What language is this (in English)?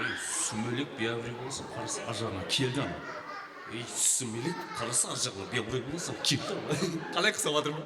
Kara-Kalpak